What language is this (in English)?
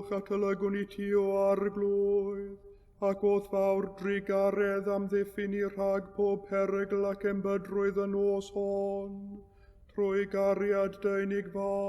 Welsh